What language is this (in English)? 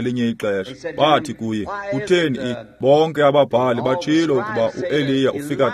Xhosa